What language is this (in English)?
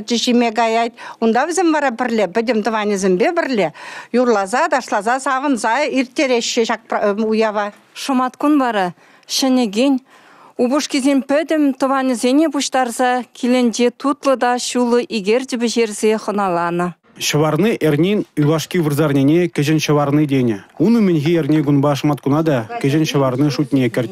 Chuvash